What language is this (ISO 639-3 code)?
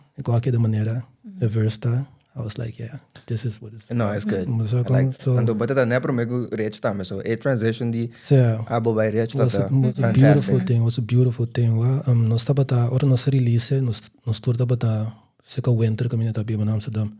pap